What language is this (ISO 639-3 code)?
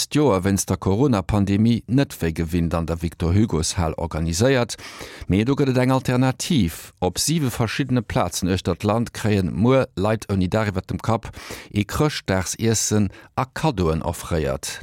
ltz